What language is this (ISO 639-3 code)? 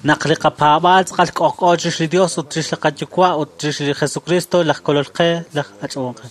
kek